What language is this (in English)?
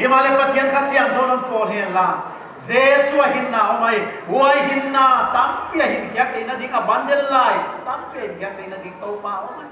Paite Chin